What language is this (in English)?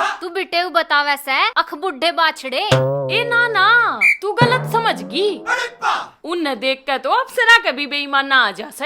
Haryanvi